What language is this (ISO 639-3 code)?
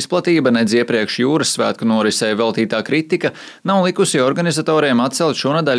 lav